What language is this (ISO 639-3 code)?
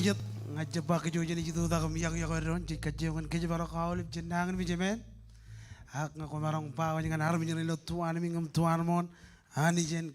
mah